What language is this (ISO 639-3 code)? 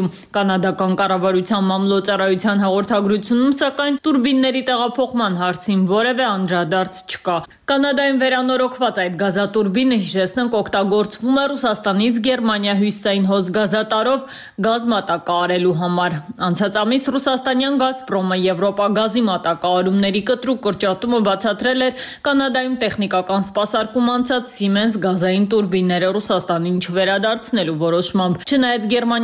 hye